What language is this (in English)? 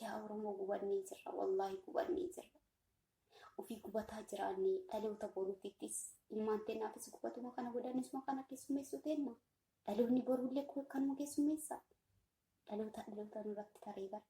Oromo